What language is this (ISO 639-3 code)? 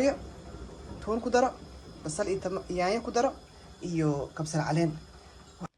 som